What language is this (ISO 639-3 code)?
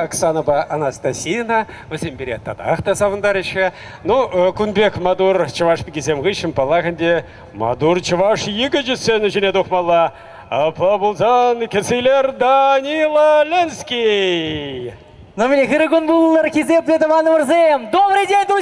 chv